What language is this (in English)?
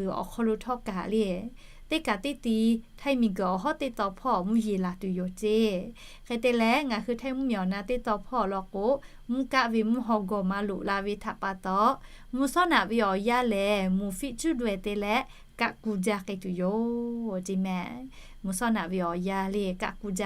Lahu